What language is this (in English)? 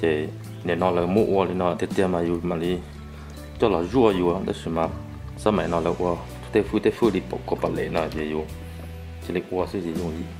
Hmong